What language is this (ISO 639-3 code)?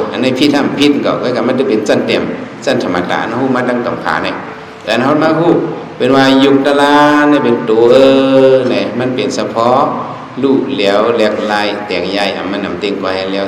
shn